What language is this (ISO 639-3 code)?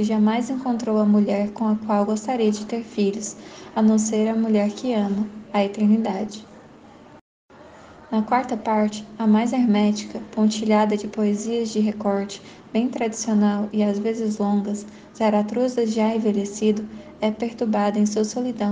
por